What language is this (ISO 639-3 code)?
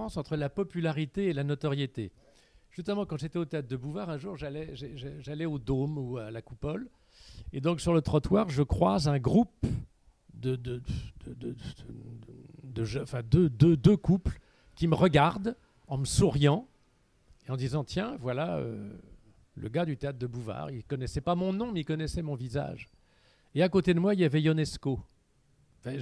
fra